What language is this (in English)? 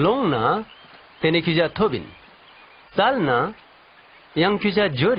Ladakhi